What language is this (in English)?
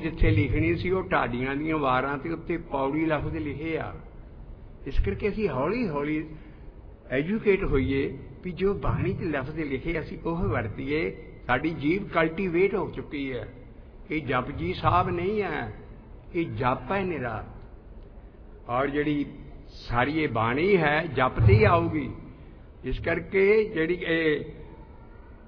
Punjabi